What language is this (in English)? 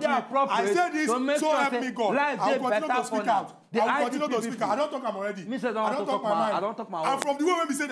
Nigerian Pidgin